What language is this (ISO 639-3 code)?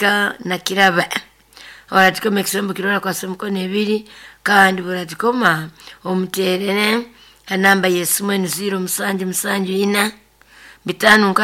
nyo